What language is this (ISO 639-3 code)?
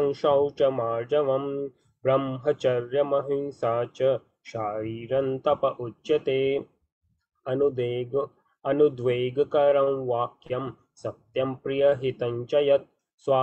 san